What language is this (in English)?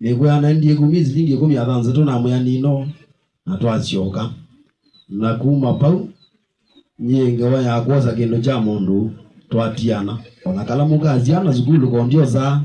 Swahili